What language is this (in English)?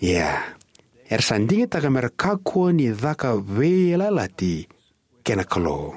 Fijian